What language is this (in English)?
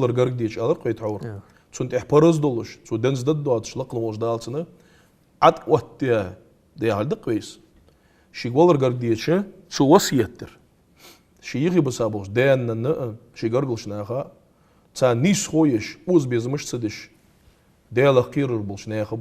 Ingush